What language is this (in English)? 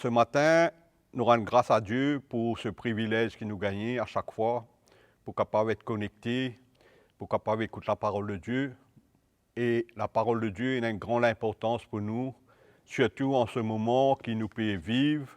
Morisyen